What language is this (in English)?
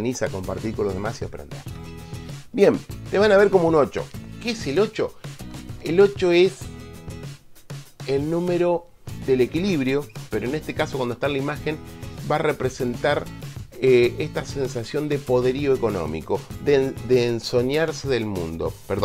Spanish